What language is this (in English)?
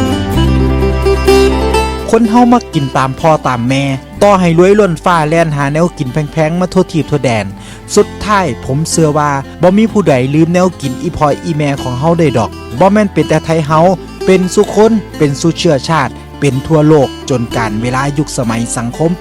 Lao